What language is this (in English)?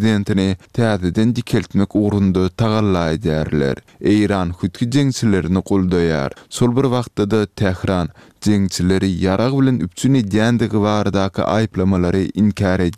Turkmen